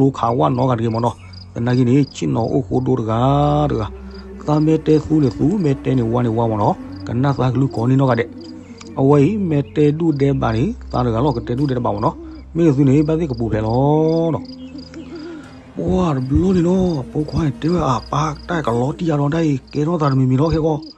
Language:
S'gaw Karen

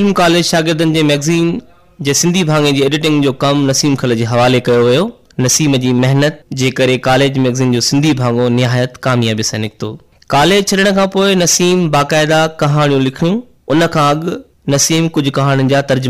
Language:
Sindhi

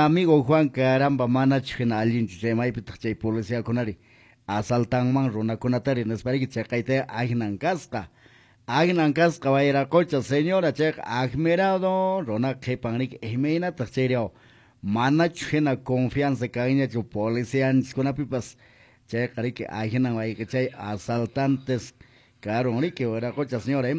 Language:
Quechua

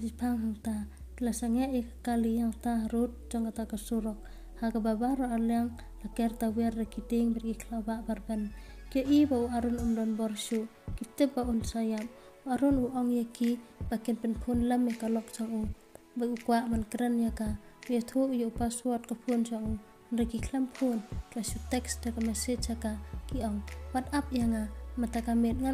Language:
Khasi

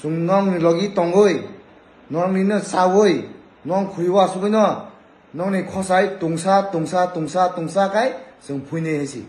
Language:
Kok Borok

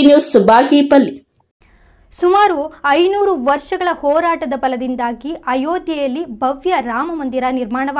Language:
Kannada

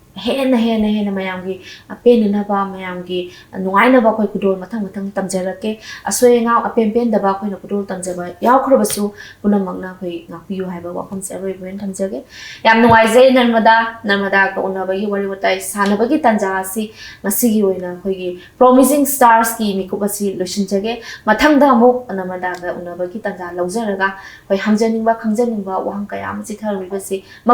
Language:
Manipuri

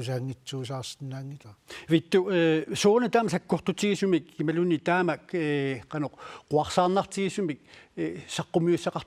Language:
Kalaallisut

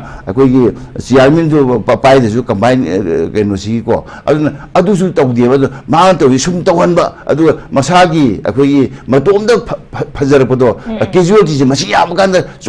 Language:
Manipuri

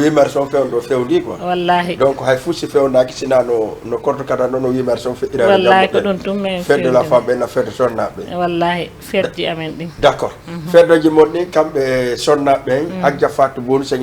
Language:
Fula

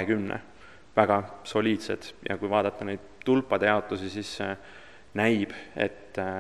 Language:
Estonian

